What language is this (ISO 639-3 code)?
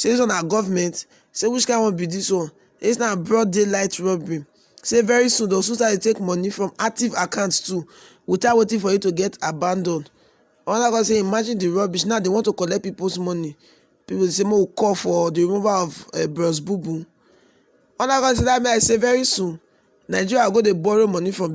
pcm